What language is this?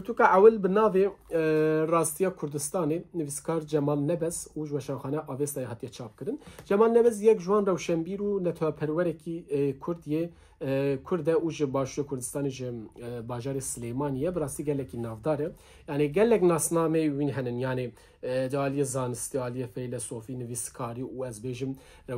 Kurdish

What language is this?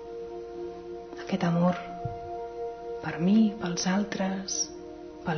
Catalan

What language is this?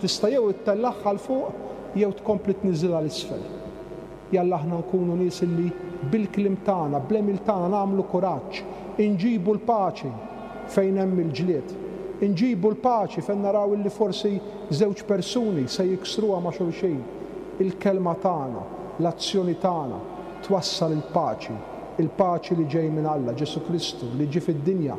Maltese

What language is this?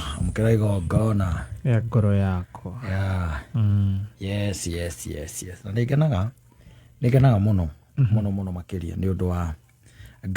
Kikuyu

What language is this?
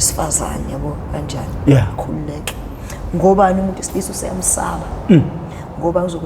Zulu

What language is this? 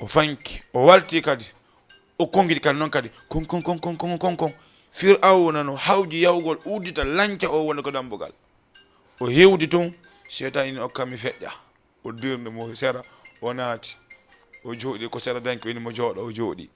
Fula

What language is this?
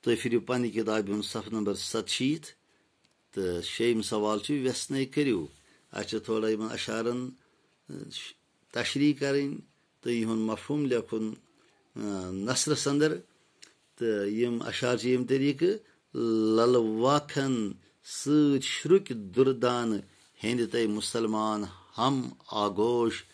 Kashmiri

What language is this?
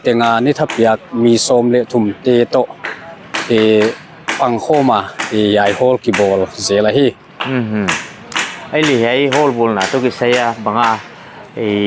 Paite Chin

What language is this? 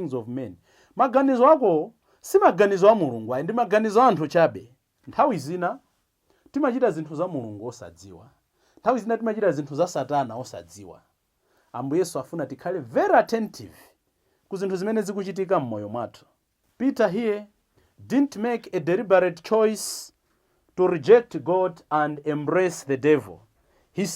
Nyanja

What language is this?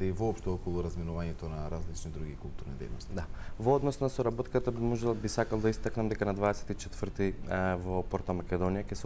Macedonian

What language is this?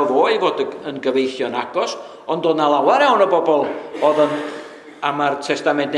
Welsh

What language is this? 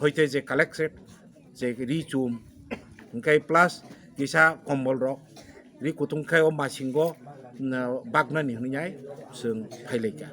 Kok Borok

